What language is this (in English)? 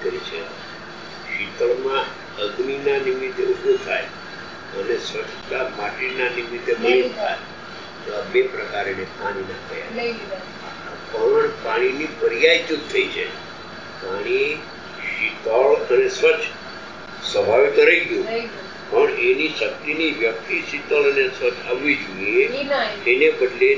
Gujarati